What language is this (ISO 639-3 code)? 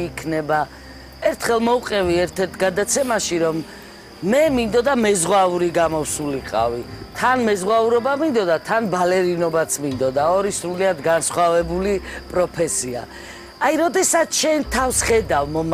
kat